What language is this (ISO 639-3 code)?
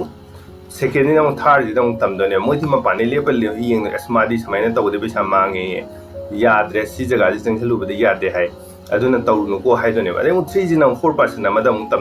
mni